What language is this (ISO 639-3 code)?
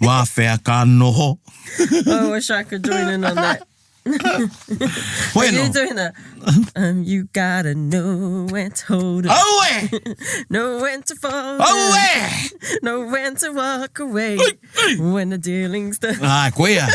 mri